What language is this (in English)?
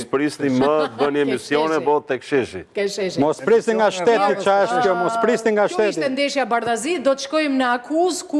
Albanian